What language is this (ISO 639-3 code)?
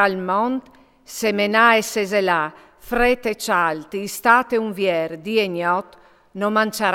fur